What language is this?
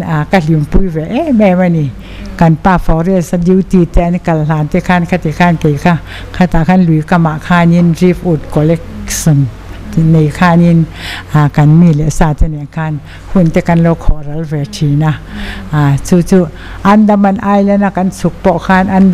Mizo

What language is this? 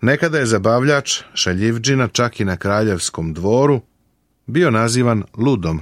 Serbian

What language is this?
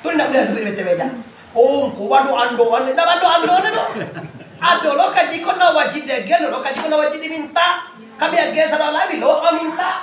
Minangkabau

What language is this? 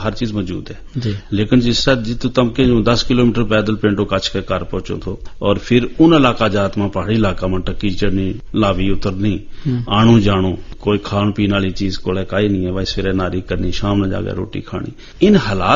Gujari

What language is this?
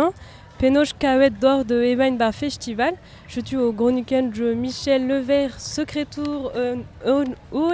Breton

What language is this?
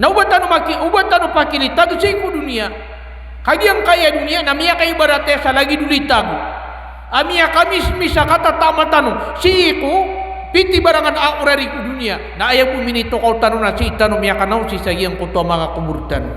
Maranao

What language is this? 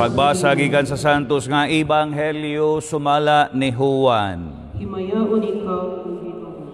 Cebuano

